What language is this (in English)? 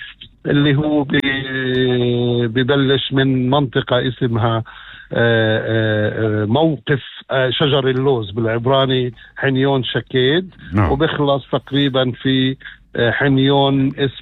North Levantine Arabic